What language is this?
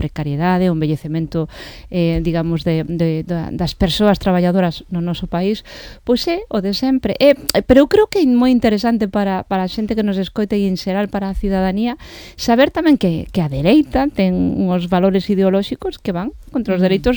Galician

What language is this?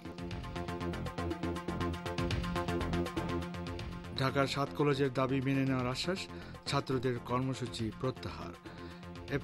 Bangla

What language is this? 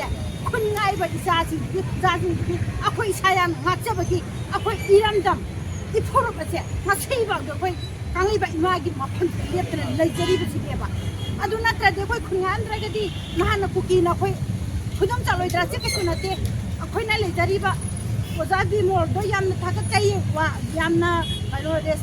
Manipuri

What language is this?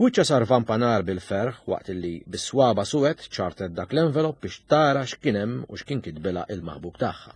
Maltese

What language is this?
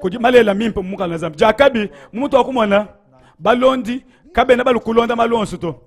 Luba-Lulua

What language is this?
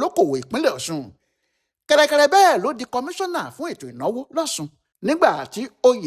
Yoruba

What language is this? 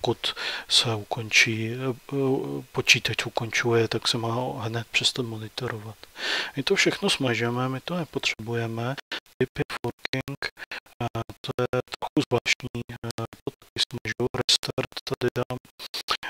Czech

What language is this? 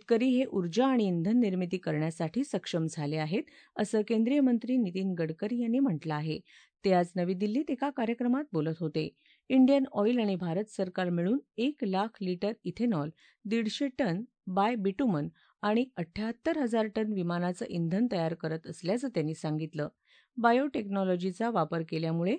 Marathi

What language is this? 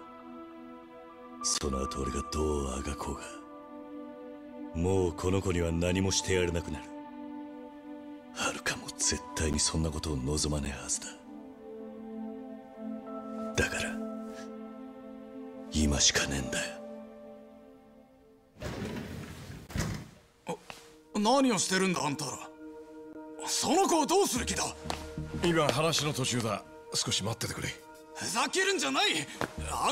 Japanese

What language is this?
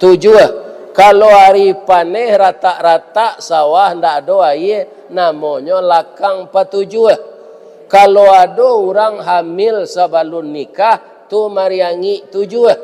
Minangkabau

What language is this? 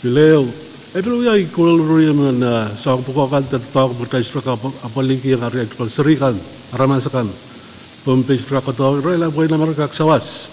Pohnpeian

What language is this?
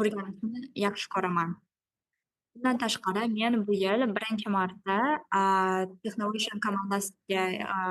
Uzbek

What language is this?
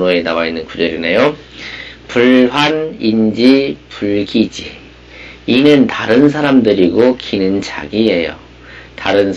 Korean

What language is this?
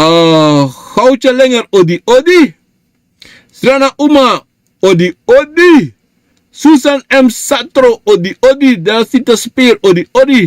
Sranan Tongo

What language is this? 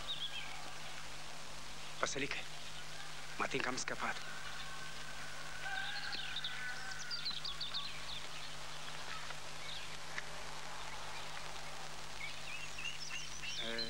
Romanian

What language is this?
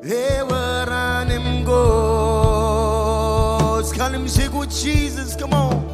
Marshallese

